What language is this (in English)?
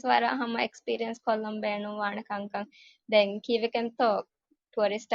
Divehi